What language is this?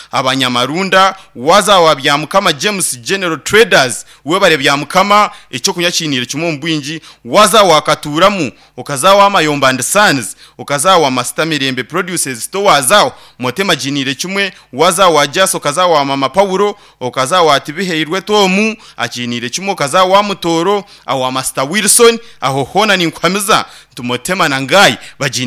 Nyankole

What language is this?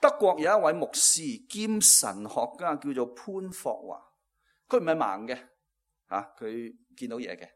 Cantonese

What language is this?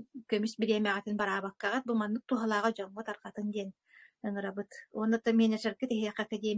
Yakut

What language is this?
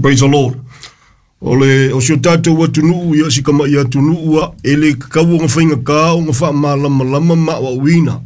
Samoan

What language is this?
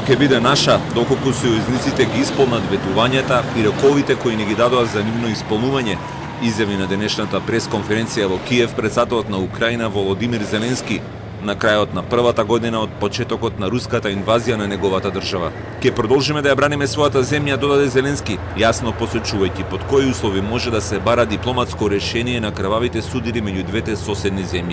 Macedonian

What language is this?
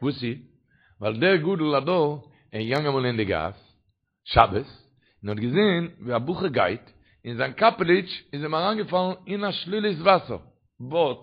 Yiddish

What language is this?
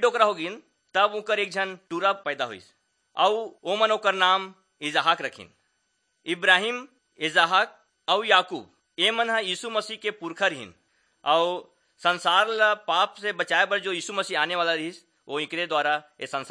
Chhattisgarhi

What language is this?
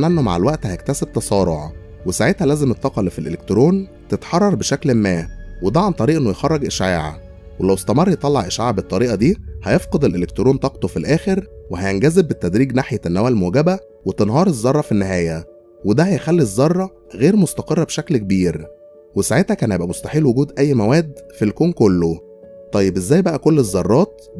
Egyptian Arabic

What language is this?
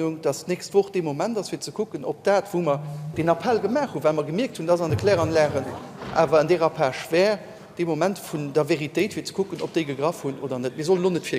Luxembourgish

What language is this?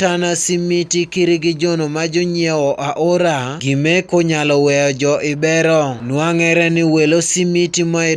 Acoli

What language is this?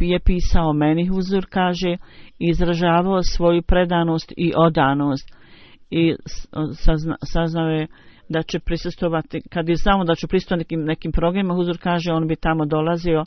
Bosnian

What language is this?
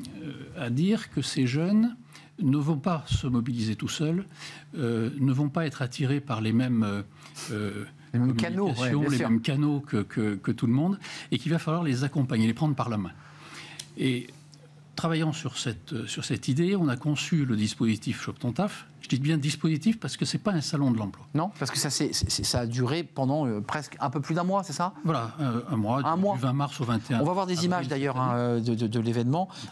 French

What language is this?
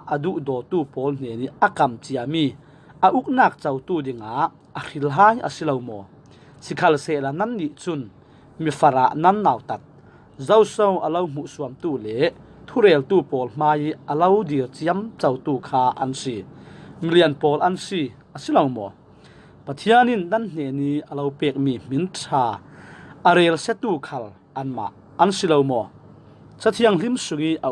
Falam Chin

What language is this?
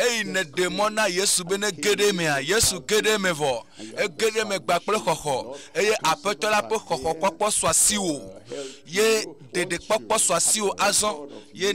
Ewe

